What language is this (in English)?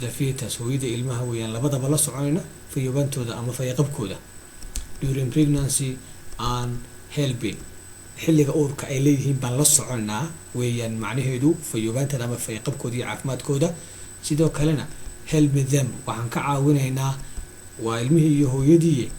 Somali